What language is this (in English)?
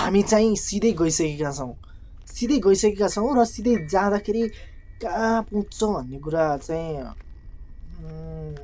Nepali